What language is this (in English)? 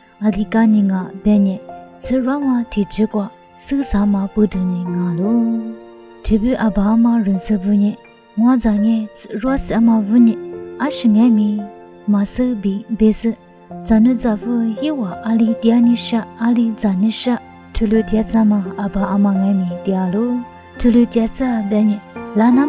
Lisu